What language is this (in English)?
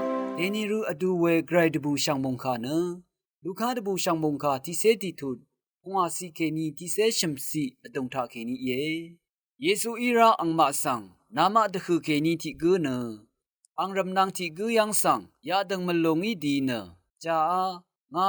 Rawang